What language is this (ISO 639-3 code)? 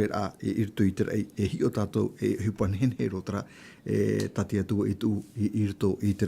tah